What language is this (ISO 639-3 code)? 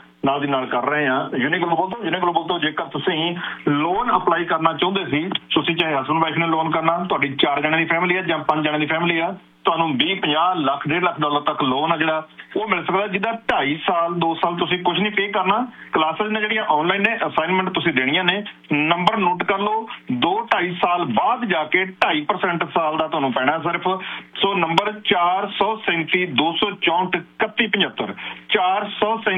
pan